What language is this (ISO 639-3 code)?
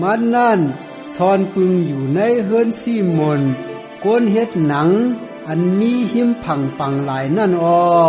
shn